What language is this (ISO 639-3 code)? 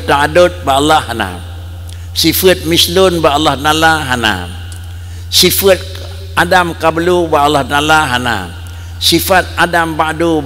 ace